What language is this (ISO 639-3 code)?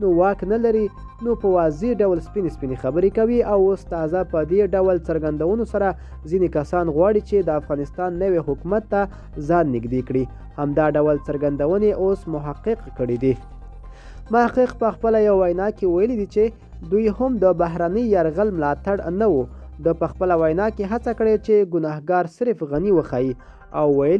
pus